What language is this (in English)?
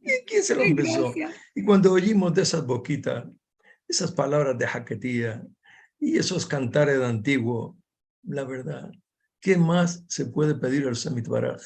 Ladino